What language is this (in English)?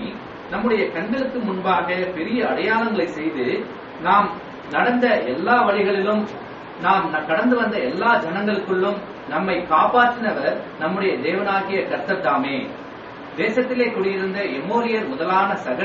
Tamil